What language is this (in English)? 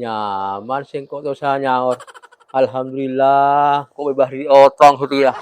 Madurese